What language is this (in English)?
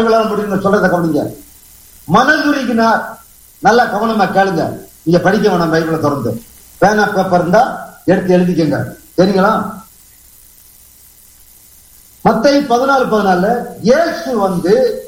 Tamil